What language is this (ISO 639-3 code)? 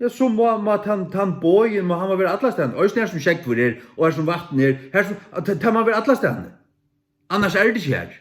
fao